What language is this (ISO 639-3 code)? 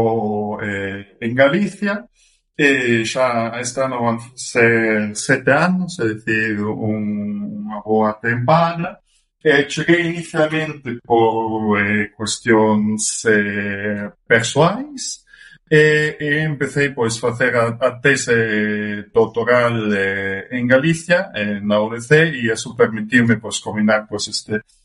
glg